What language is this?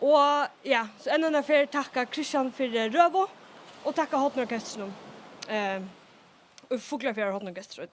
Faroese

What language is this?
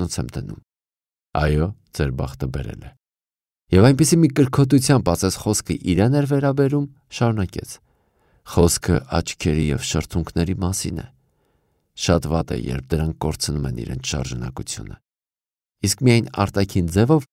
Armenian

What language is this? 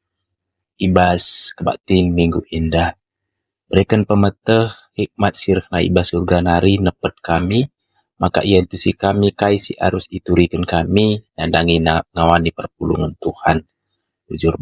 Batak Karo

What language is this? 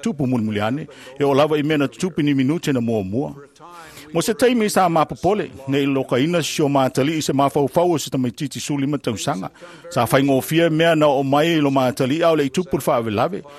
Samoan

